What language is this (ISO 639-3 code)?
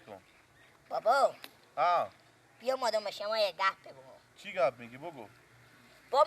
fas